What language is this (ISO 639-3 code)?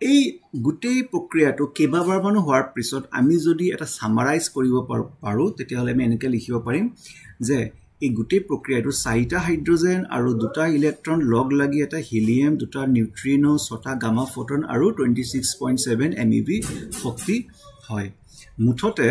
asm